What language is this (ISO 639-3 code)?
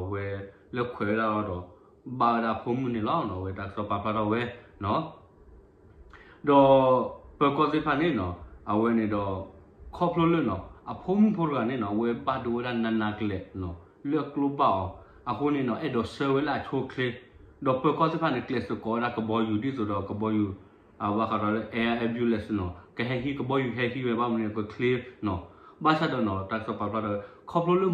ksw